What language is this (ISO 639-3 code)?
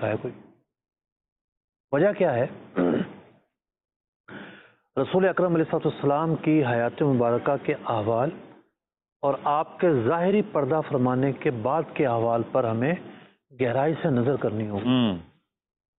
urd